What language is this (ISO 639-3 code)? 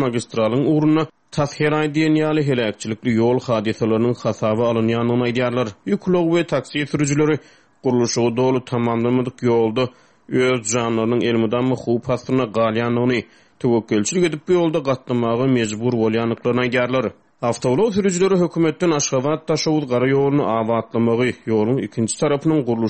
tuk